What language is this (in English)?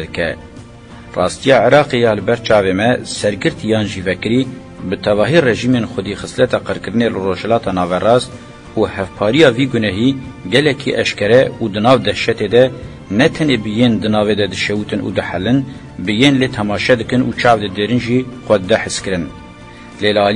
Kurdish